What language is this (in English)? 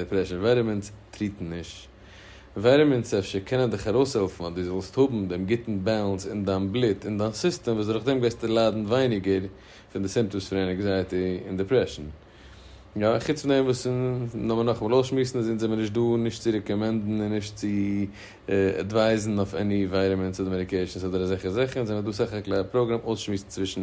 Yiddish